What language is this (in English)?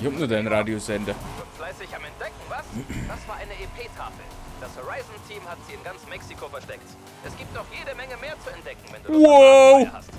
Bavarian